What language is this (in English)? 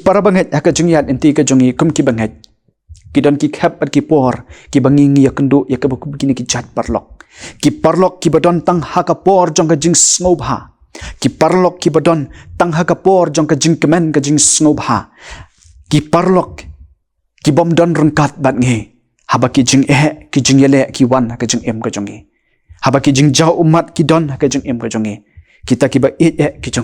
Khasi